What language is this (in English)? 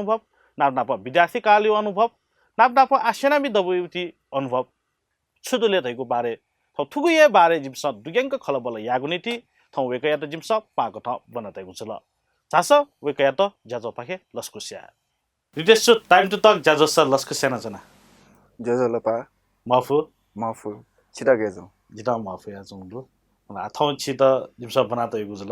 Newari